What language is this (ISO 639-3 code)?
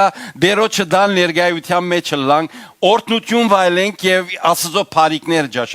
hyw